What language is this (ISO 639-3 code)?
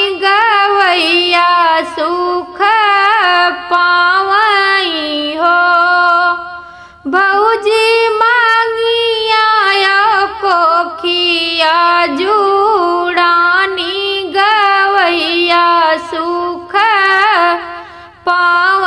bho